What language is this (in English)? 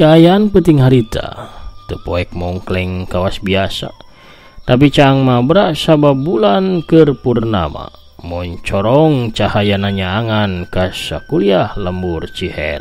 Sundanese